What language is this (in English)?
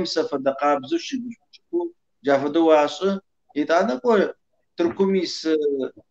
Kabardian